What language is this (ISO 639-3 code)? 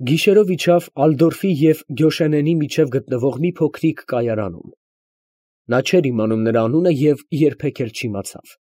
hye